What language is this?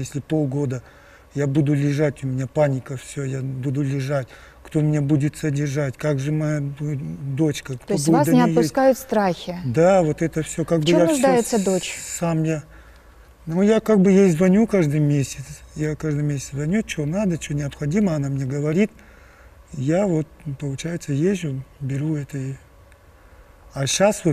Russian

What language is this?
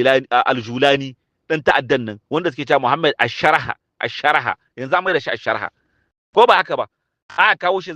Hausa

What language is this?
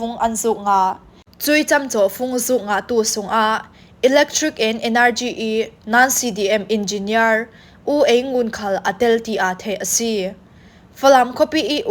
Falam Chin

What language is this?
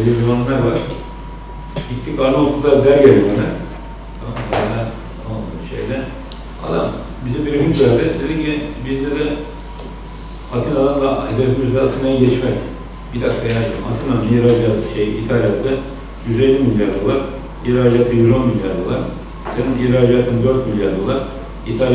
Turkish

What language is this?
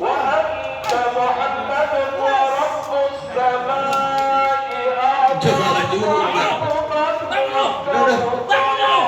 Betawi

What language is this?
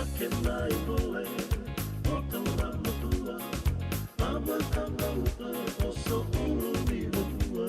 Fijian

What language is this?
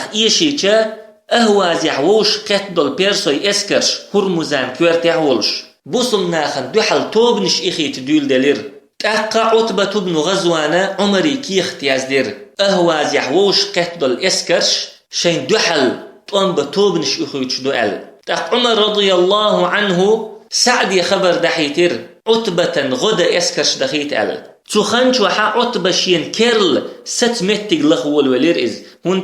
Chechen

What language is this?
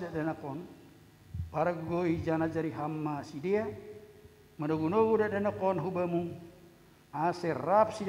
Batak Simalungun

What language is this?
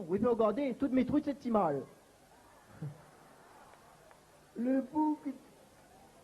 Réunion Creole French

